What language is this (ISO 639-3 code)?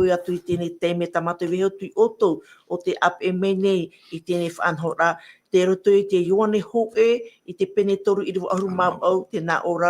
tah